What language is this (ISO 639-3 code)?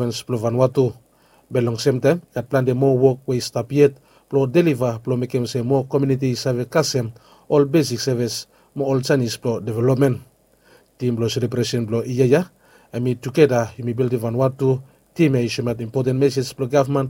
bis